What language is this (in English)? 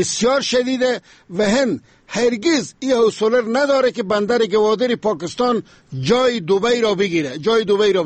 Persian